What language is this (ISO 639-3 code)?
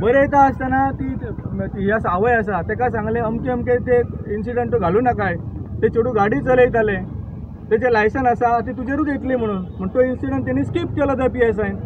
kok